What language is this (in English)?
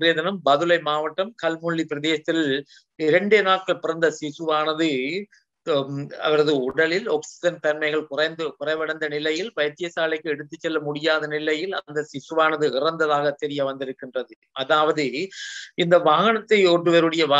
Tamil